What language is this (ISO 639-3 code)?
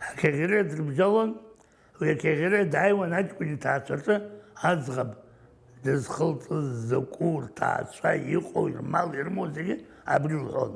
abk